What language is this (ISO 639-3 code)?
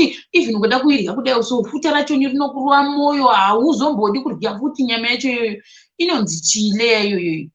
sna